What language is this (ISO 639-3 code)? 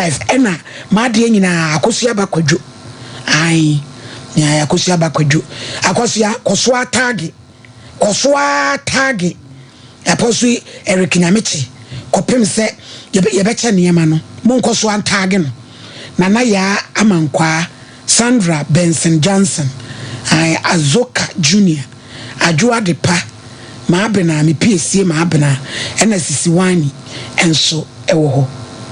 aka